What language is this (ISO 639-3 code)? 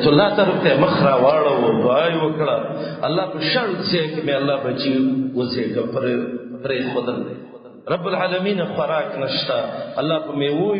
pus